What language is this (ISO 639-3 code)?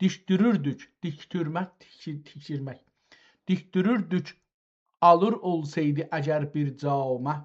azb